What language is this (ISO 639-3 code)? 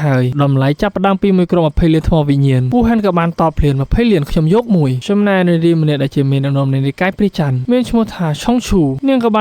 khm